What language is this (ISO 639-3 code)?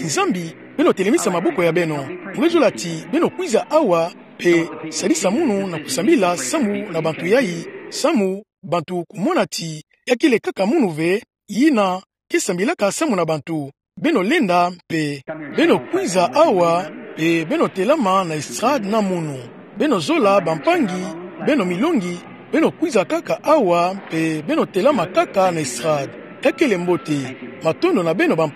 ktu